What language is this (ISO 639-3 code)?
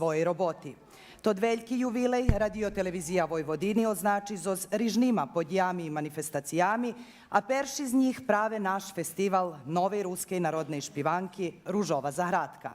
rue